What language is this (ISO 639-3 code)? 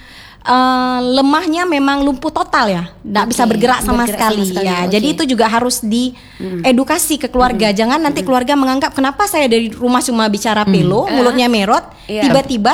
ind